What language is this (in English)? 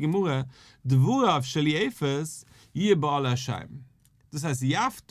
Yiddish